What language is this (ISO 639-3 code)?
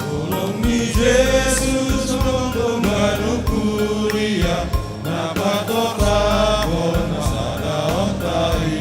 bts